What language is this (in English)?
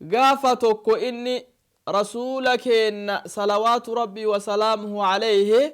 Oromo